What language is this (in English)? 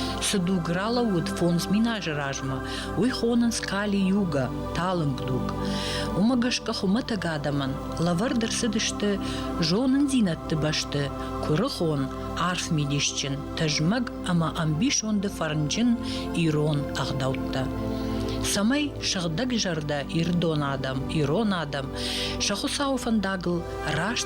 Ossetic